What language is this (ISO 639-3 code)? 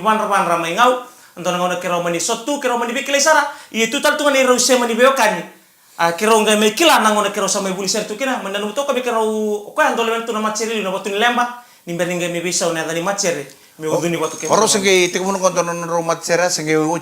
fij